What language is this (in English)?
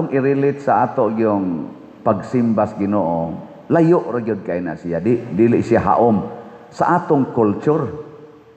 Cebuano